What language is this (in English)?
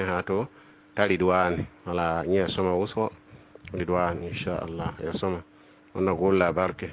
Mossi